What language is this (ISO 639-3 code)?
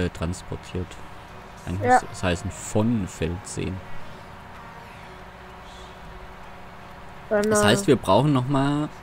deu